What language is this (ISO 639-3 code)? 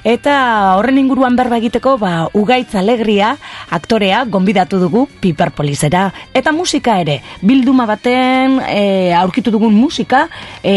eus